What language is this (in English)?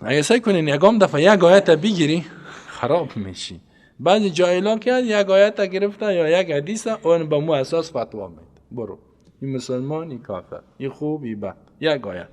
Persian